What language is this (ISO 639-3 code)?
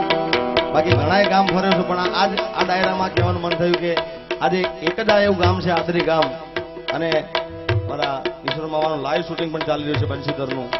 guj